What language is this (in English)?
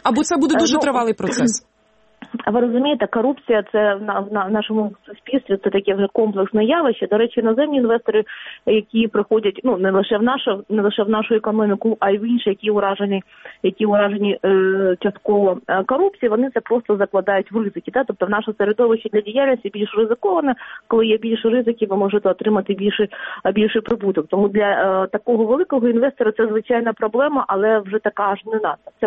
Ukrainian